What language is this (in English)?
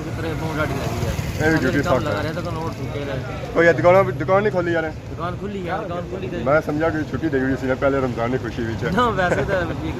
Pahari-Potwari